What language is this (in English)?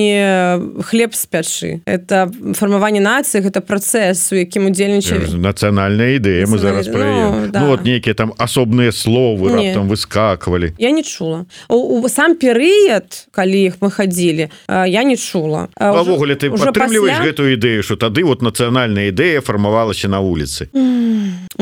Belarusian